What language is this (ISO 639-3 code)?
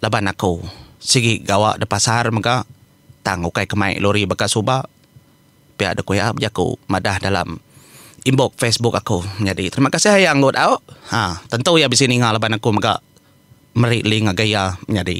iba